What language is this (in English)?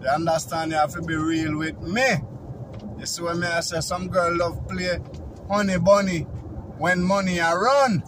Jamaican Creole English